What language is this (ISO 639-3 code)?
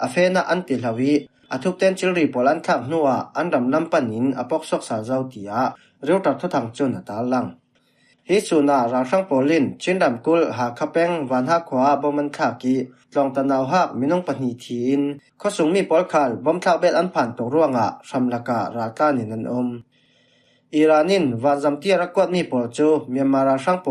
cfm